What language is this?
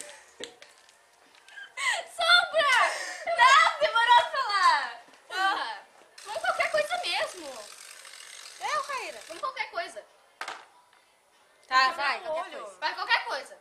Portuguese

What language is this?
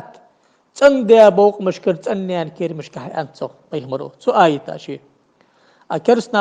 Ingush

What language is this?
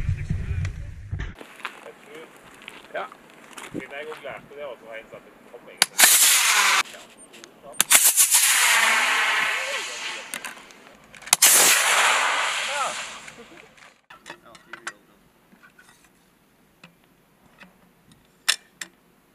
Norwegian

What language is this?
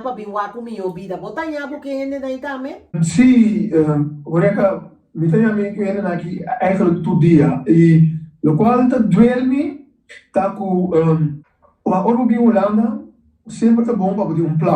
Papiamento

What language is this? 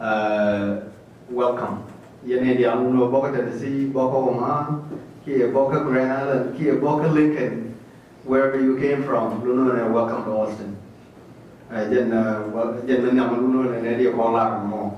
Nuer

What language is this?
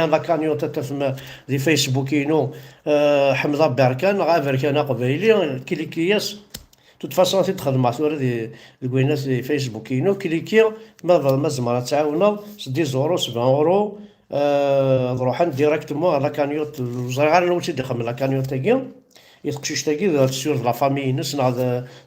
Kabyle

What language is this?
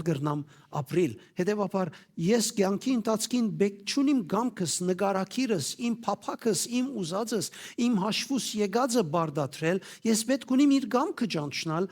Western Armenian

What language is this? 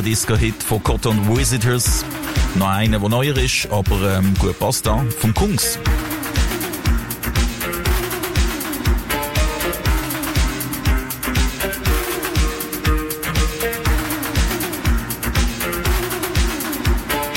German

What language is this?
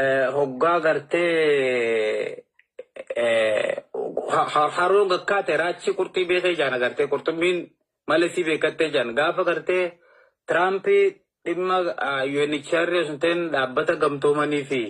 Oromo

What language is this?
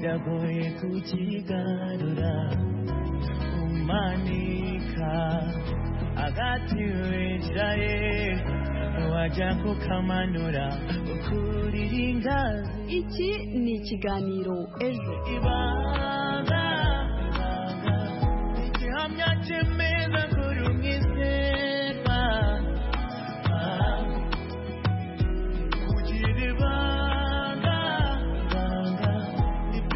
Kinyarwanda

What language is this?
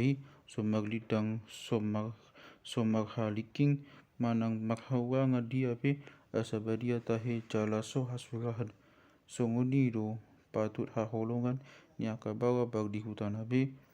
Batak Toba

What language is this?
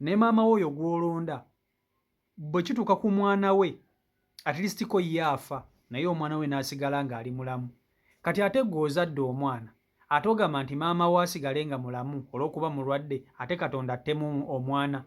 Ganda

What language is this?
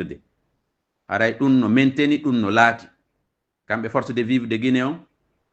Fula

